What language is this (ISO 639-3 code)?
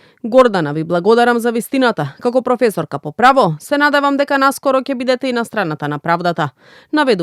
mkd